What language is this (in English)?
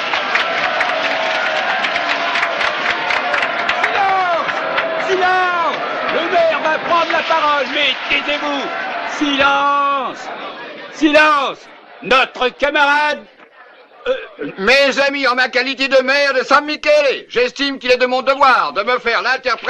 French